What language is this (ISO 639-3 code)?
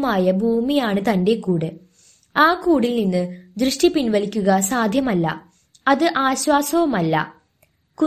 mal